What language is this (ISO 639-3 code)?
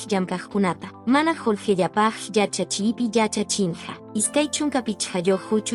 que